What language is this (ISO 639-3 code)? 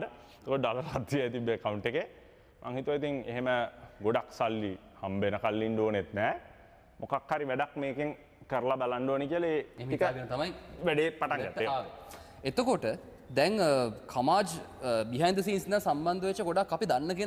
sin